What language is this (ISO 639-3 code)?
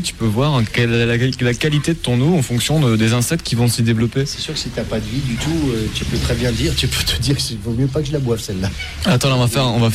fra